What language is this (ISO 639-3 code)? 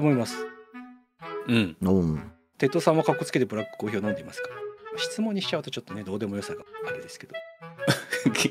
jpn